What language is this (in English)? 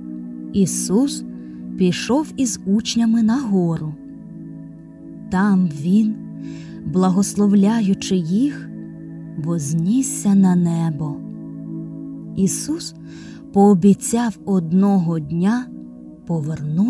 Ukrainian